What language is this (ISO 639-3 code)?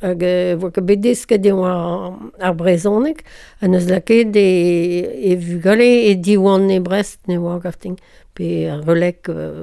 bre